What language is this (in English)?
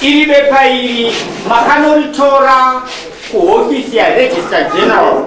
Shona